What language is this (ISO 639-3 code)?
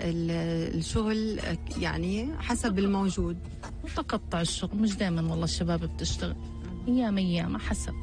apc